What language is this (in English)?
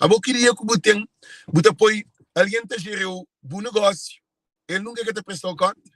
Kabuverdianu